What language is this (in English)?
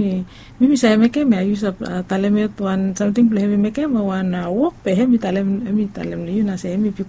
Bislama